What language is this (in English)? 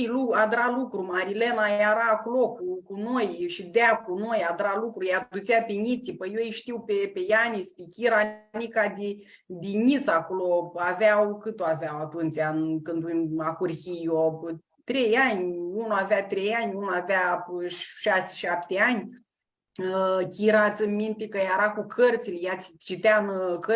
Aromanian